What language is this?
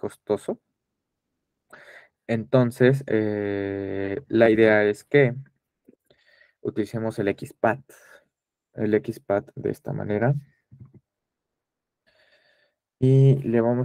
Spanish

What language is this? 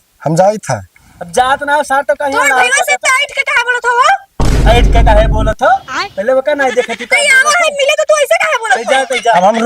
Awadhi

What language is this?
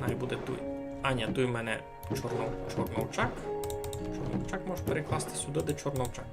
Rusyn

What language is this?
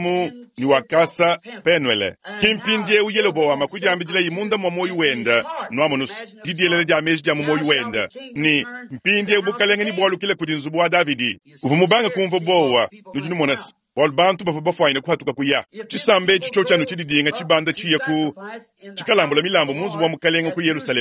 Luba-Lulua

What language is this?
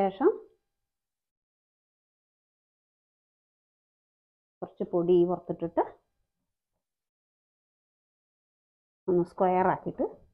Malayalam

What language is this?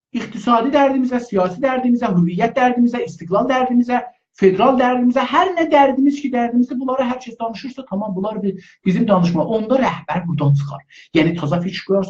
South Azerbaijani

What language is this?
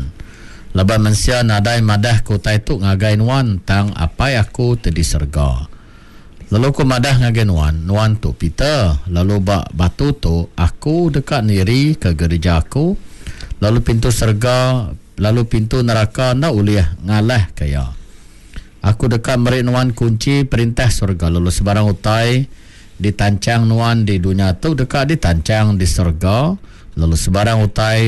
Iban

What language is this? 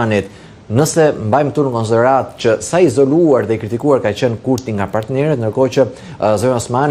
Albanian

